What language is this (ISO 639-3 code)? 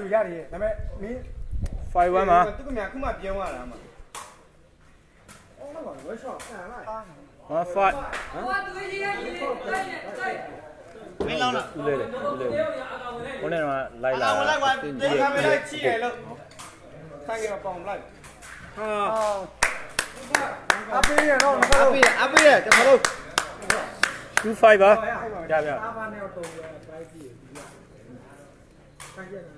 mya